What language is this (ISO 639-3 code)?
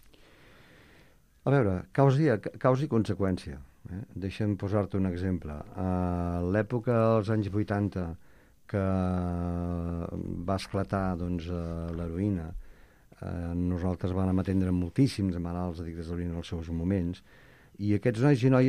cat